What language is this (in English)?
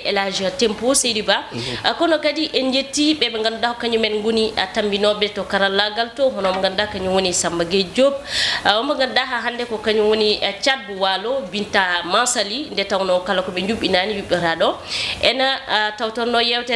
Fula